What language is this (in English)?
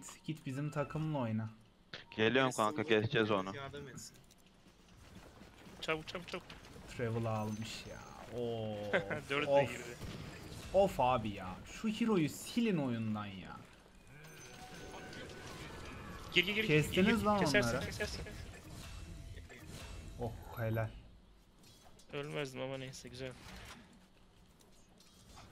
Turkish